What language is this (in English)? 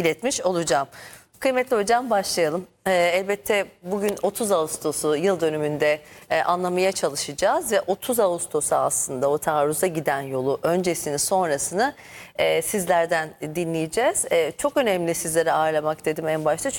Turkish